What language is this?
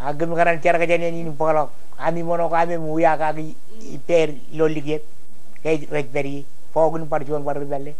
Marshallese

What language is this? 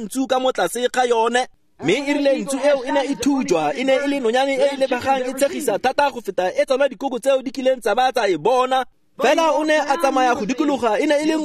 Tswana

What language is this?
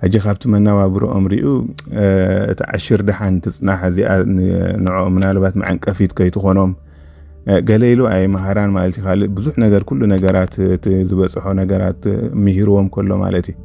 Tigrinya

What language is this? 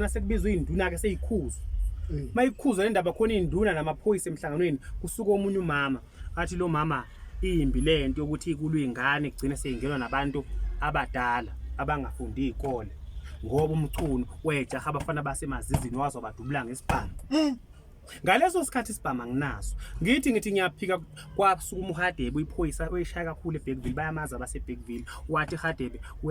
Zulu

